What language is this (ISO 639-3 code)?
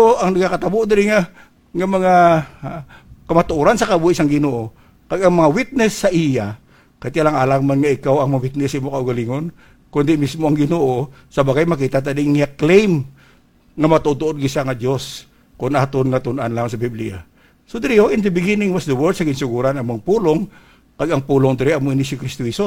hil